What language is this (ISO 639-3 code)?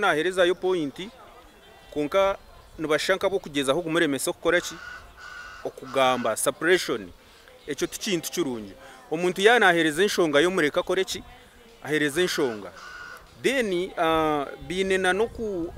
nyn